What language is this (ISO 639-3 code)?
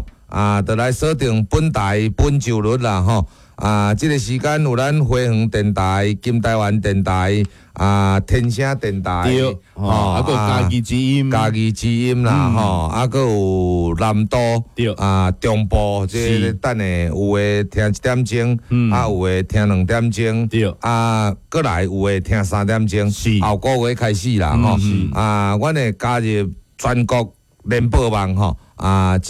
nan